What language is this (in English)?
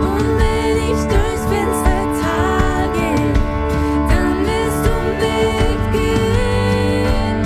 Swiss German